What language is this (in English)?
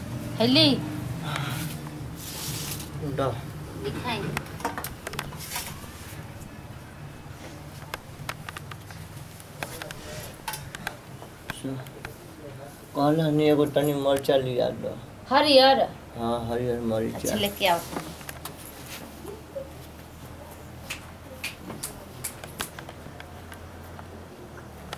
Bhojpuri